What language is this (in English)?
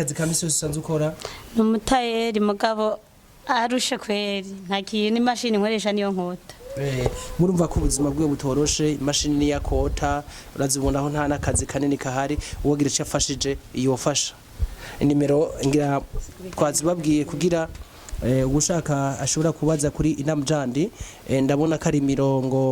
Rundi